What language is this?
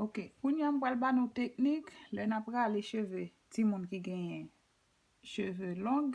Haitian Creole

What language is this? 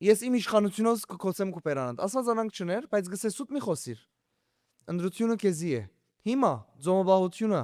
Western Armenian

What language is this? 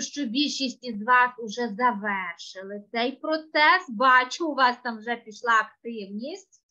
Ukrainian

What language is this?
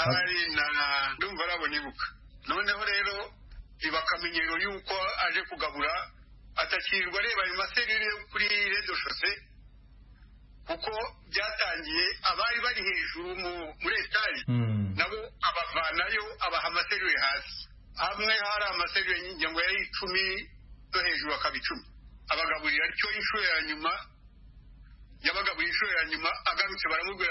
Kinyarwanda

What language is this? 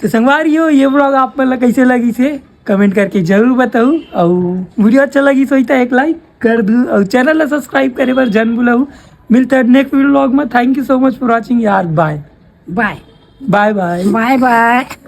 Chhattisgarhi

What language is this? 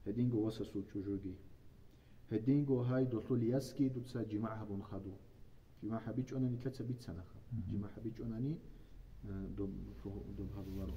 Avaric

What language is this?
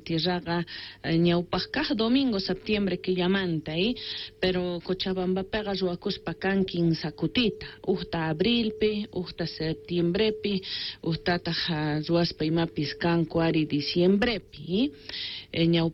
South Bolivian Quechua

